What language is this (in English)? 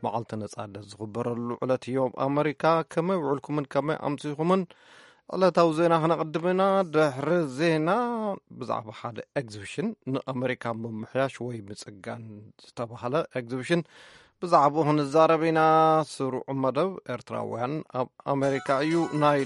Tigrinya